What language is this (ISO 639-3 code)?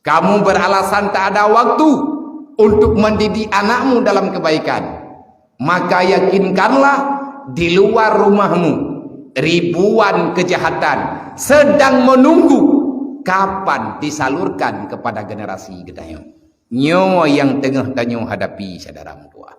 ace